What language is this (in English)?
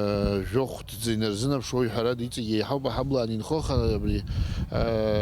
Abkhazian